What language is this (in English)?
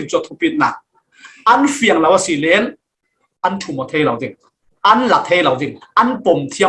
Falam Chin